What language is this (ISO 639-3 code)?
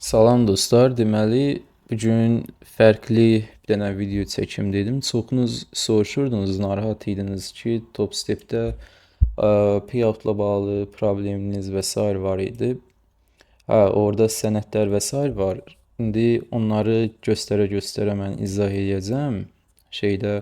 aze